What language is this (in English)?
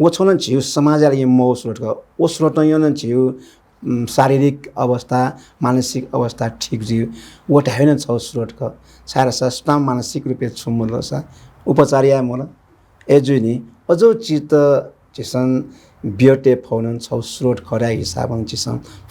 Newari